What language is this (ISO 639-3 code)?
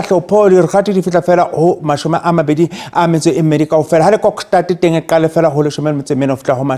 sot